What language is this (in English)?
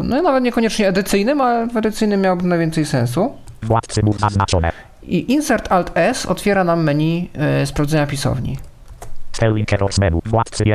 Polish